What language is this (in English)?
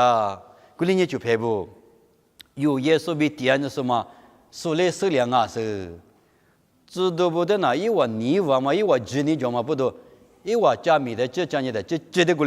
Lisu